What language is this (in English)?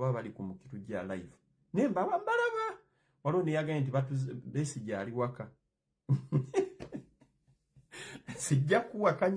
Ganda